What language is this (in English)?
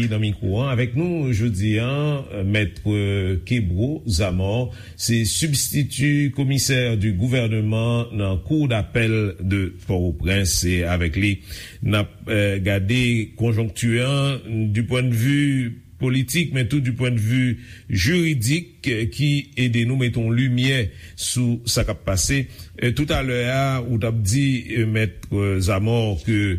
Haitian Creole